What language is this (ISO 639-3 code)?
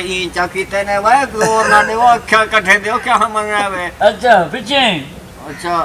skr